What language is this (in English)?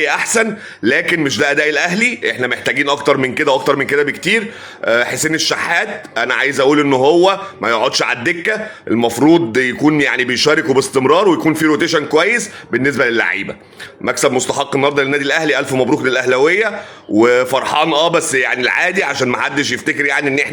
Egyptian Arabic